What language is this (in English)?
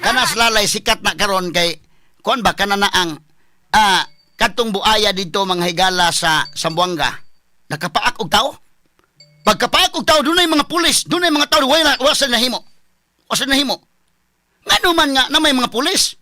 Cebuano